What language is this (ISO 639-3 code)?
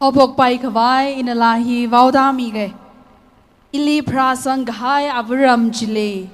nmf